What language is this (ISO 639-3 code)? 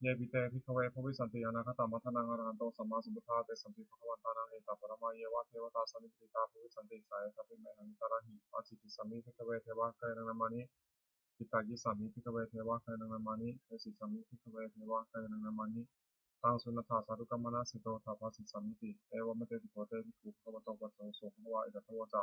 pli